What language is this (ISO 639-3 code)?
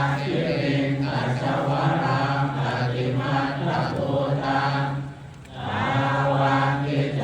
pli